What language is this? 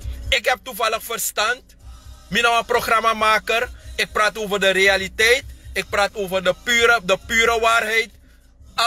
Sranan Tongo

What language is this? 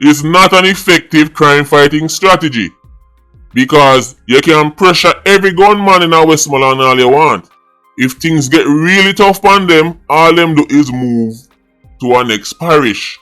Jamaican Creole English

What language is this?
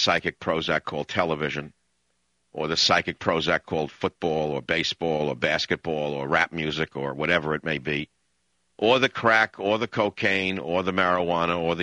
English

